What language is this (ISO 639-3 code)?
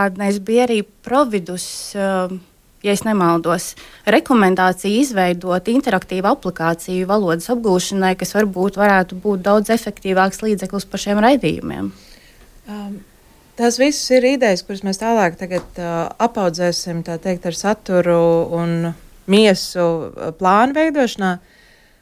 lav